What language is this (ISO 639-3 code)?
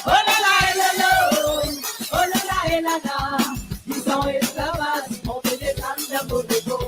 mfe